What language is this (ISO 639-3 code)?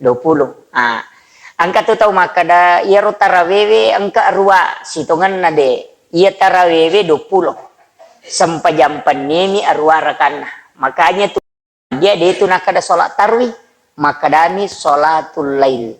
bug